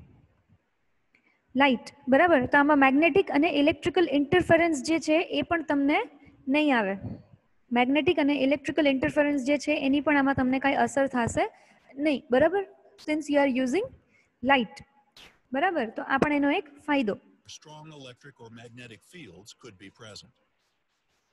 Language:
Gujarati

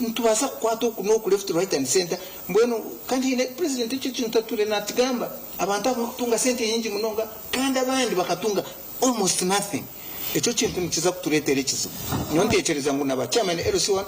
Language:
Nyankole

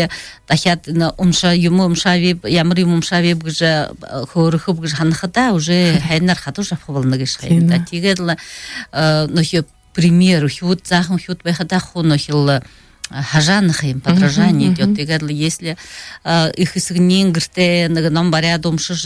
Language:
Buriat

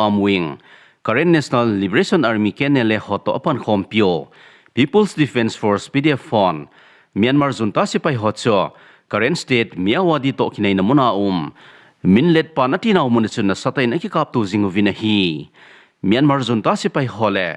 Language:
Thado Chin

